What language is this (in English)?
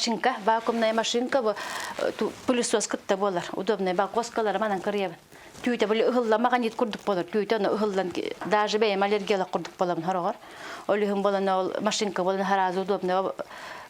Yakut